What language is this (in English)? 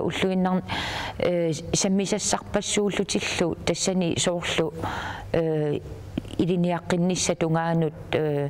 Kalaallisut